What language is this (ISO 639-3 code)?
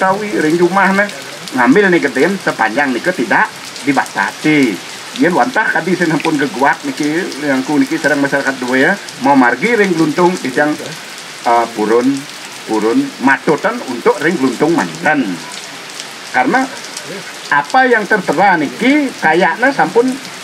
ban